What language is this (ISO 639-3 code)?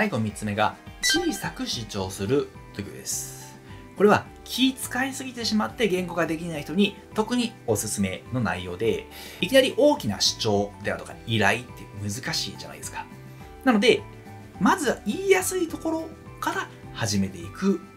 jpn